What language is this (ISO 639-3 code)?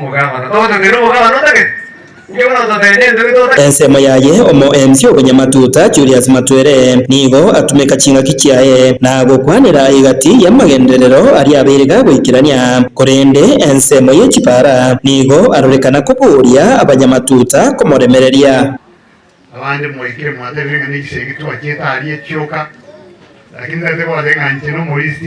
guz